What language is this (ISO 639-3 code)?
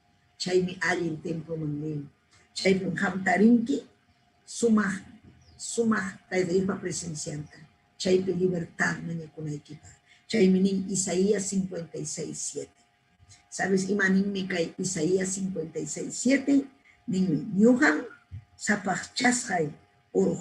quy